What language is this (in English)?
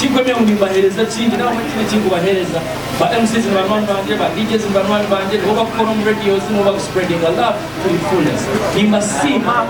Nyankole